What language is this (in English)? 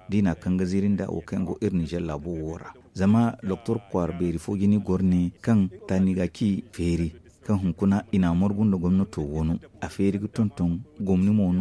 Zarma